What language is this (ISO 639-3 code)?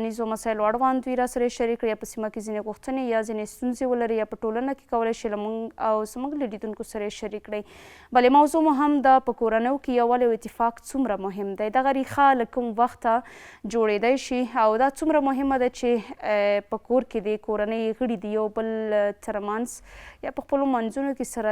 pus